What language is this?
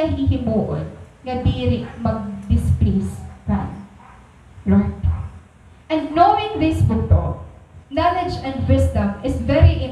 Waray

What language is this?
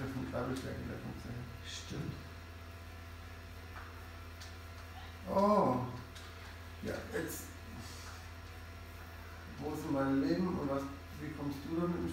German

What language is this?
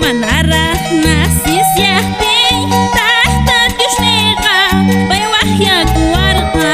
Quechua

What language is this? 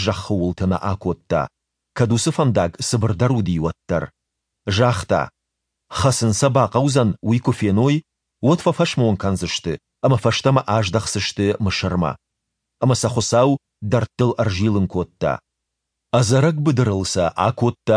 Ossetic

